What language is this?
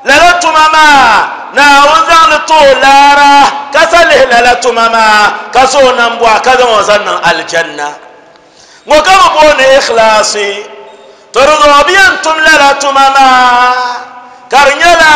Dagbani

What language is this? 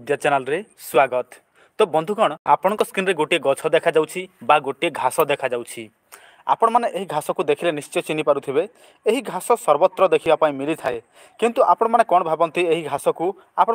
Odia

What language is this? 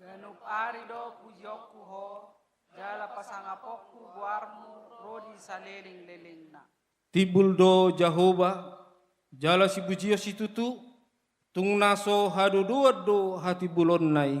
Batak Toba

